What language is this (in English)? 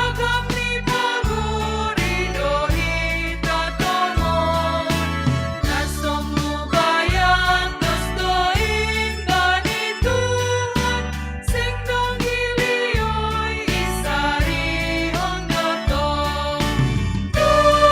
Batak Simalungun